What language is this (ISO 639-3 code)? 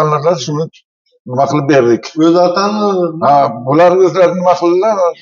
uzb